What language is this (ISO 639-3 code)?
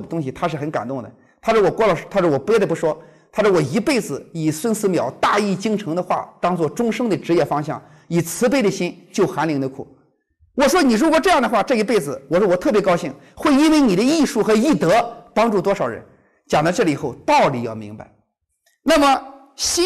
zho